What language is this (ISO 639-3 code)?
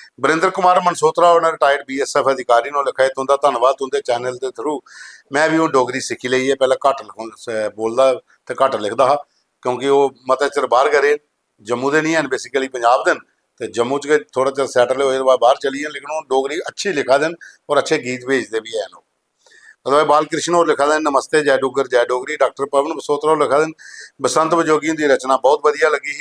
doi